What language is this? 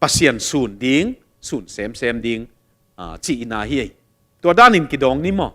Tedim Chin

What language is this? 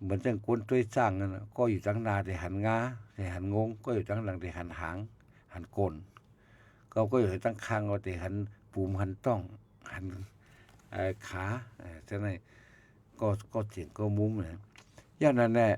Shan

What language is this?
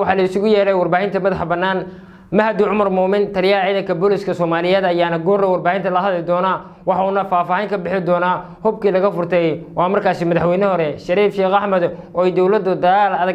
Somali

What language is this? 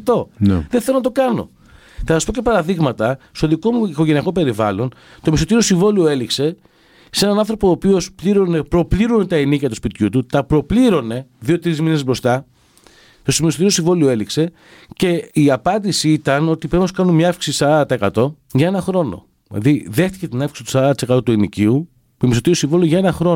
Greek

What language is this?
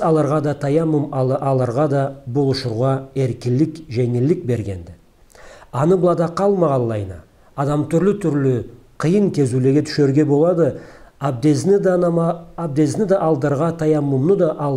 Karachay-Balkar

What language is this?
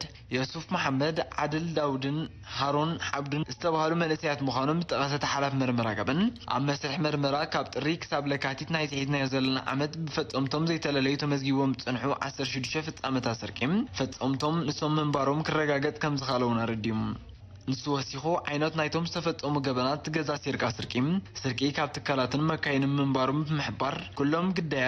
Tigrinya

